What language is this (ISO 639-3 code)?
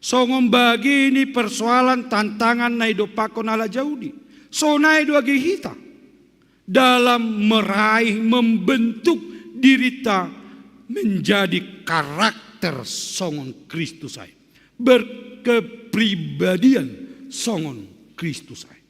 bts